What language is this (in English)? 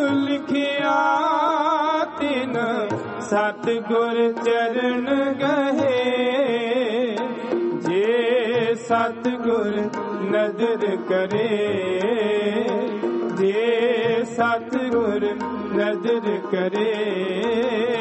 Punjabi